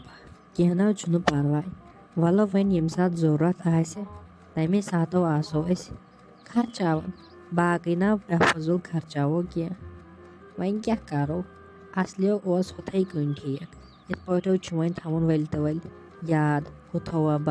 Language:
Kashmiri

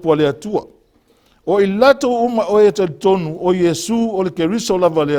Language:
Samoan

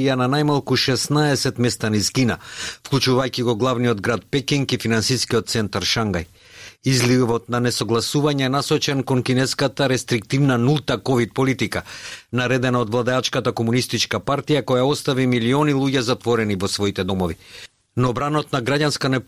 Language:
Macedonian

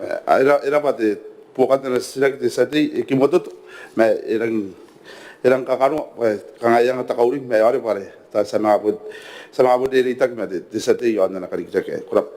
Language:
Gilbertese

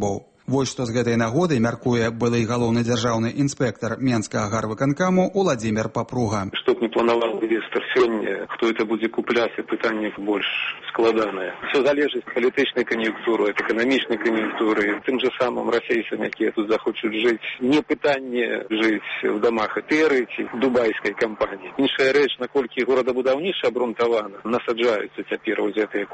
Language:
Belarusian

